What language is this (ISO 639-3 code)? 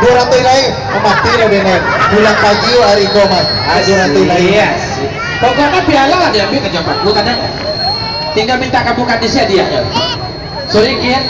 min